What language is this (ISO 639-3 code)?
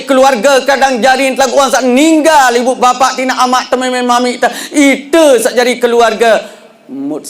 sas